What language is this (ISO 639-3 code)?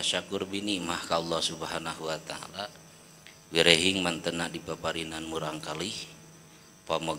sun